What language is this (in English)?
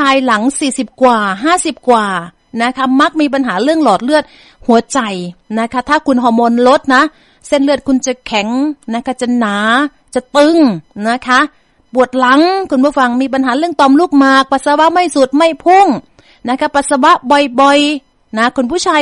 Thai